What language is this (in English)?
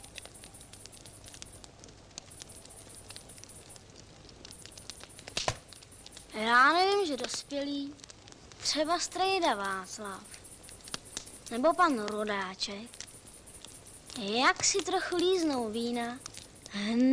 Czech